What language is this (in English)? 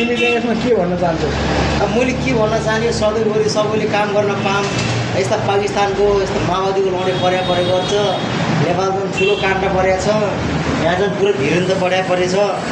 Nepali